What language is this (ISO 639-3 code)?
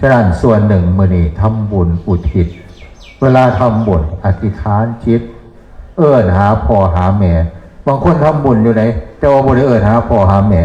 tts